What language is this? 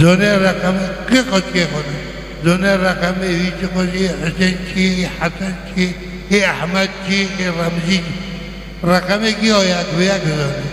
Kurdish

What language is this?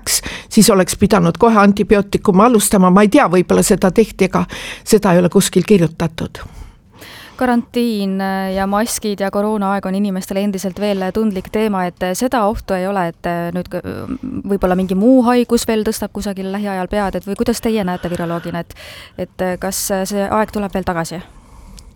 Estonian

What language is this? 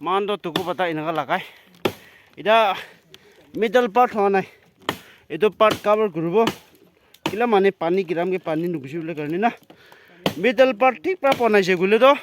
Naga Pidgin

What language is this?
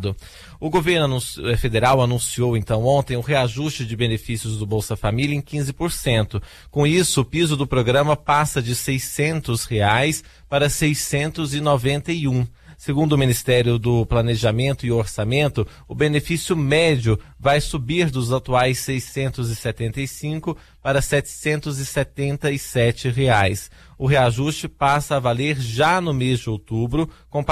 Portuguese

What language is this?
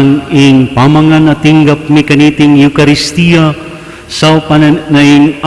Pampanga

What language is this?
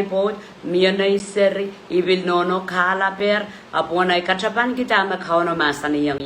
Pohnpeian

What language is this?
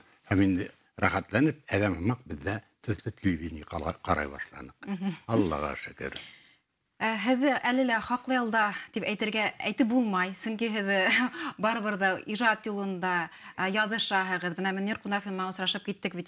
Bashkir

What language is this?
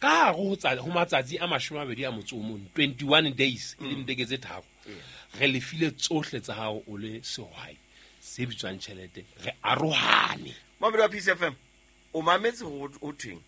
Southern Sotho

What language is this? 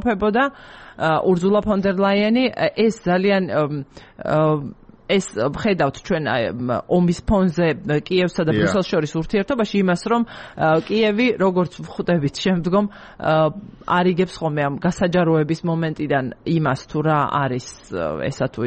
Georgian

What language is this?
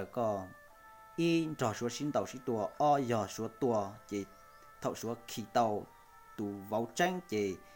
Hmong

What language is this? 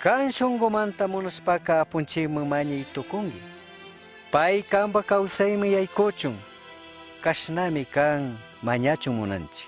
Chimborazo Highland Quichua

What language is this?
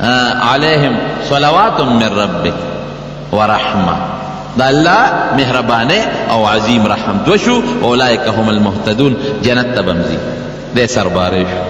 Pashto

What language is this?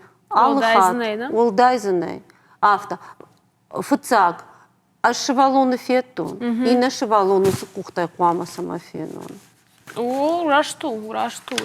Ossetic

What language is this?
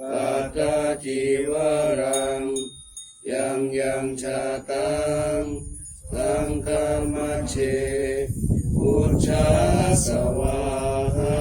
Pali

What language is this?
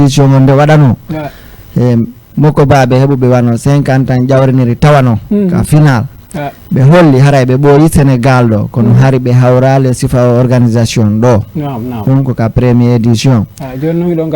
Fula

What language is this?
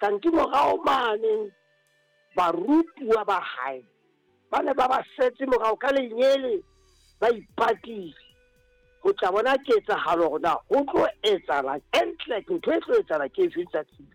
Southern Sotho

